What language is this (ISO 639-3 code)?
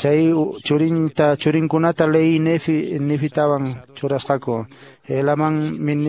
que